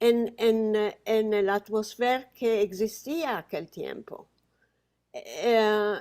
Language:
Ladino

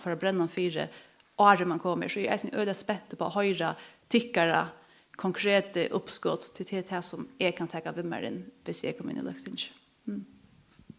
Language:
Faroese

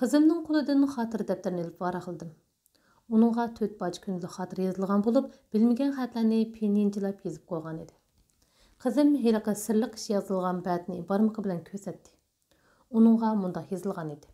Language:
Uyghur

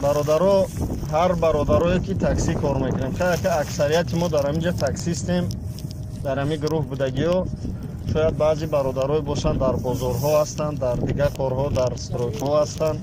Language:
Tajik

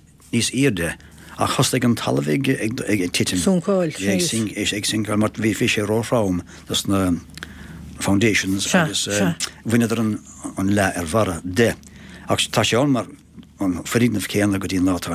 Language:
Irish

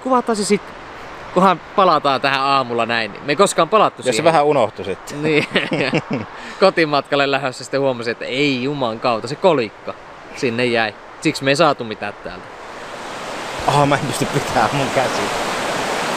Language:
Finnish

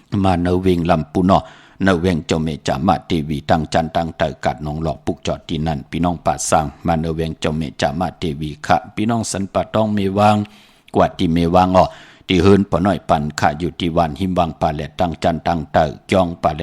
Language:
Shan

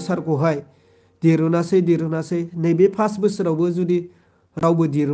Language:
Bodo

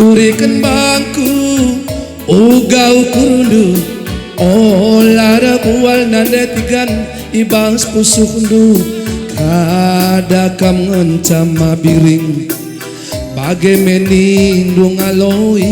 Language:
Batak Karo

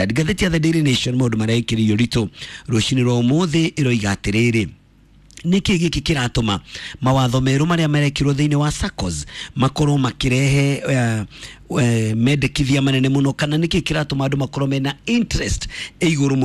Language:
Kikuyu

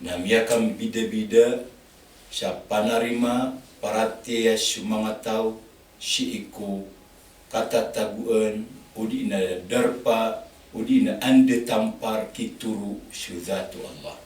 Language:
Maranao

